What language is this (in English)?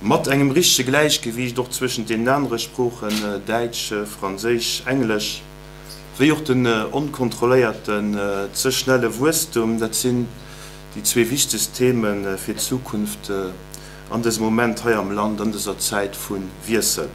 Luxembourgish